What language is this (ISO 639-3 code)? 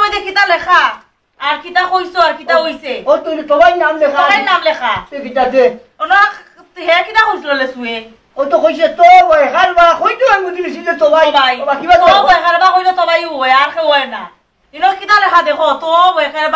syl